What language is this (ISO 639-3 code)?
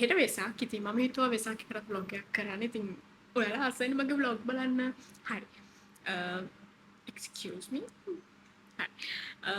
sin